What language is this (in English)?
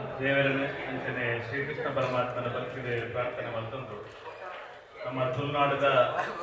Tulu